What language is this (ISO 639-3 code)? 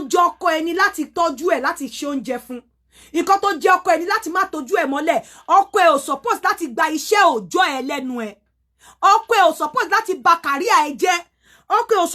yor